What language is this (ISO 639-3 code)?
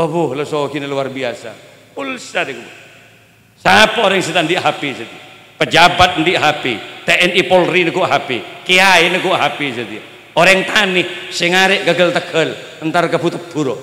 mad